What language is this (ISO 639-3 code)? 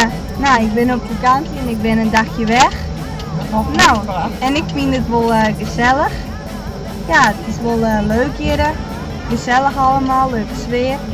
fry